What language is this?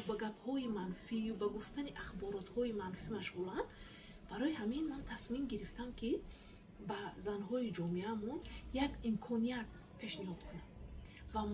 Tajik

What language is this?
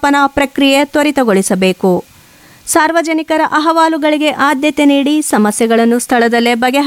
Kannada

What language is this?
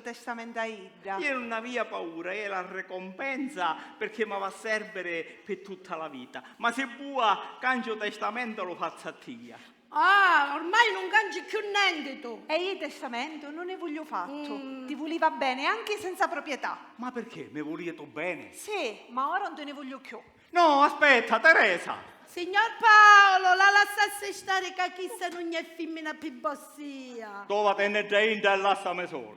Sicilian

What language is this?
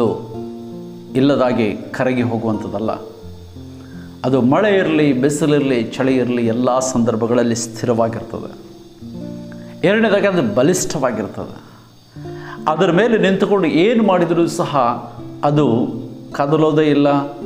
Kannada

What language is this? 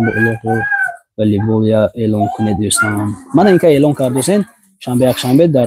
Tajik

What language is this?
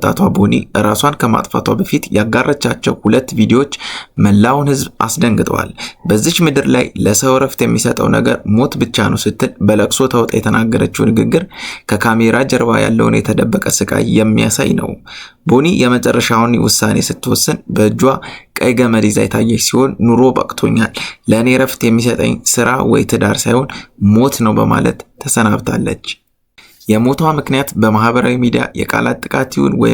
Amharic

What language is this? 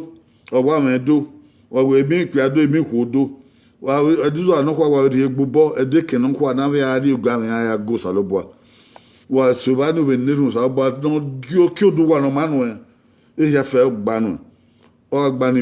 Bini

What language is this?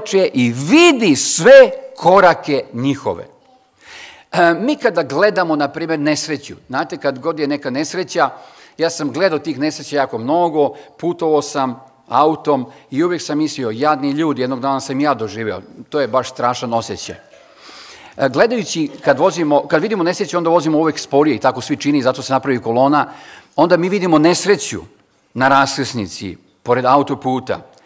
Serbian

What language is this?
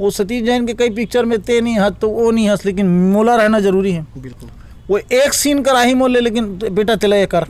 Chhattisgarhi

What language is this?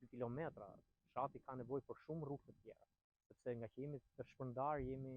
Albanian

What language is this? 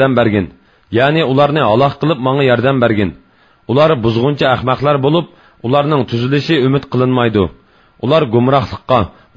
Uyghur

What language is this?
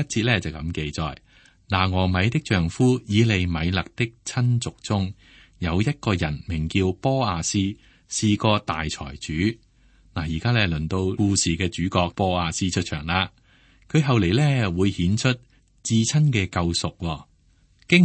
Cantonese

